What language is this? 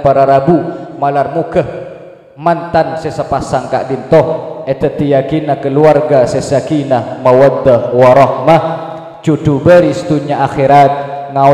Madurese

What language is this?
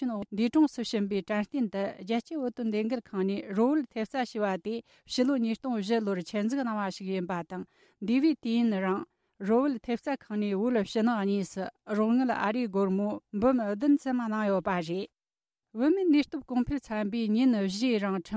Tibetan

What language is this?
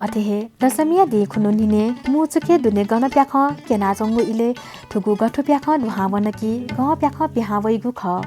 Newari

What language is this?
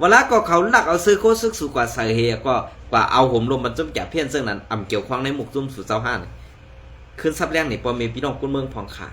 Shan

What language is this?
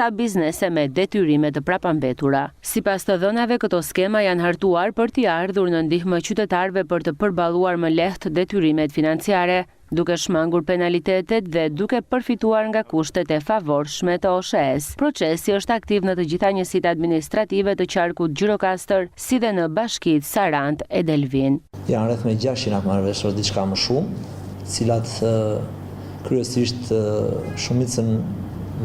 Albanian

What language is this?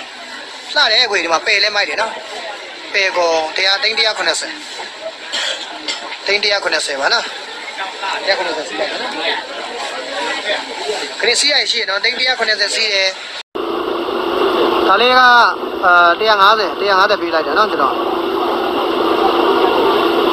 Burmese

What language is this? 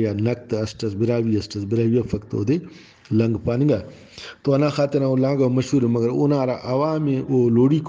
Brahui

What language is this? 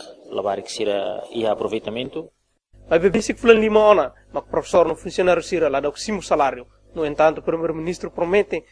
Tetum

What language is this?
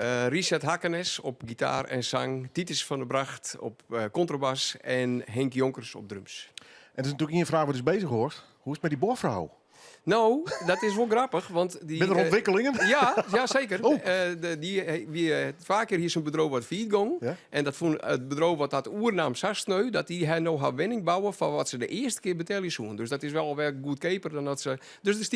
Western Frisian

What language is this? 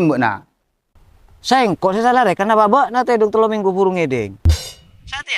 Madurese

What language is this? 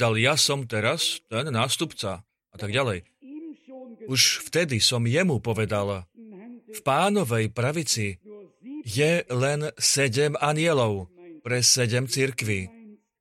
Slovak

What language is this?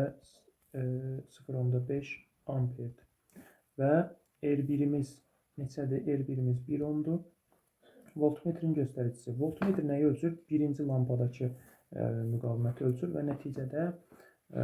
Azerbaijani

